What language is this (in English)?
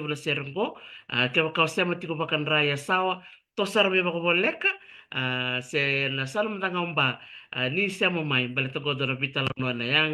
Fijian